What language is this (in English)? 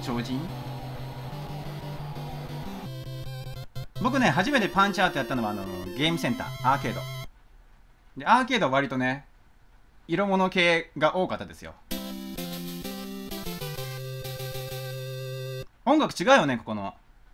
Japanese